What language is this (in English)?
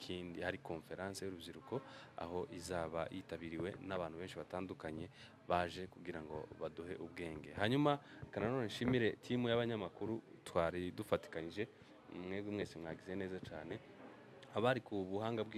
Kinyarwanda